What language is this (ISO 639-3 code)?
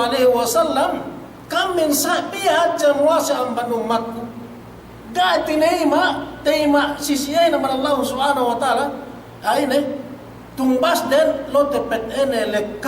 yka